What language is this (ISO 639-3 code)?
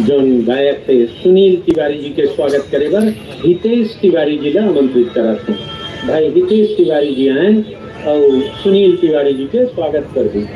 hne